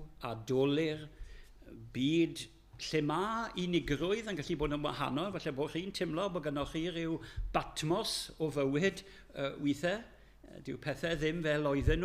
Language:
Welsh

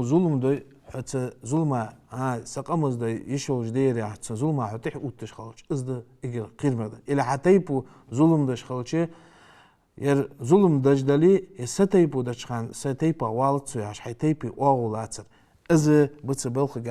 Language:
Ingush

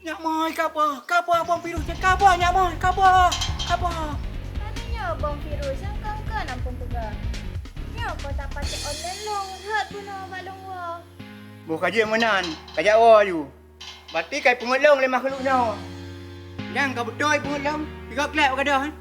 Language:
Achinese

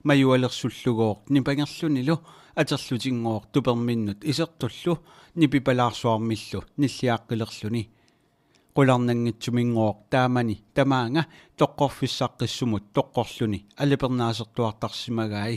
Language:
Kalaallisut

